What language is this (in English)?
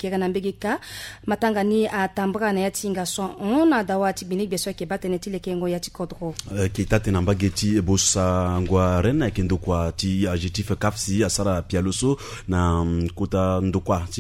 Sango